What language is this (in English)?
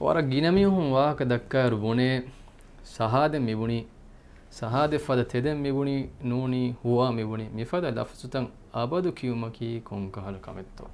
Divehi